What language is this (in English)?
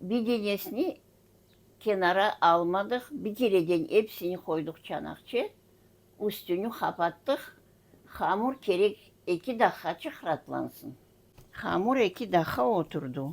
Crimean Tatar